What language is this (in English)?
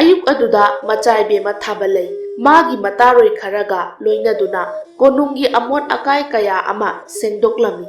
Manipuri